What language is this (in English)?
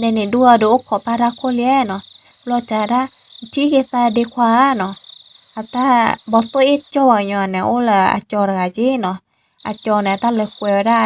S'gaw Karen